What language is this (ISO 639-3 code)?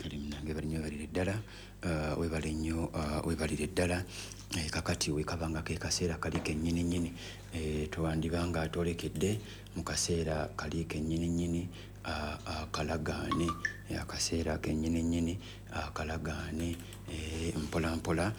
lug